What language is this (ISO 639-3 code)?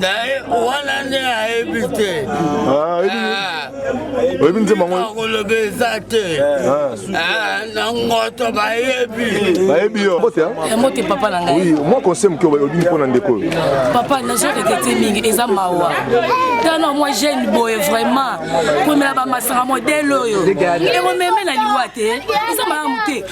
lin